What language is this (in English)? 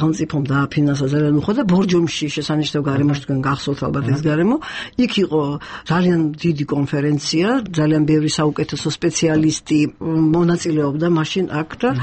Georgian